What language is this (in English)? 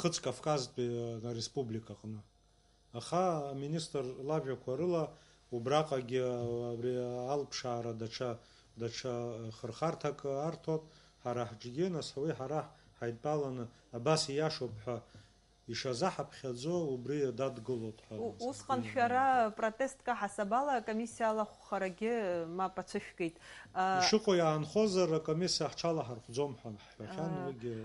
Abkhazian